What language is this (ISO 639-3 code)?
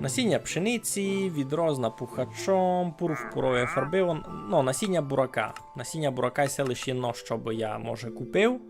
rue